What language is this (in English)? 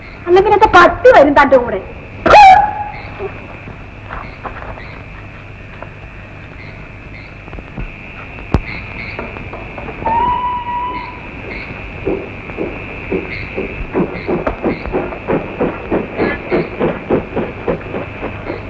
Malayalam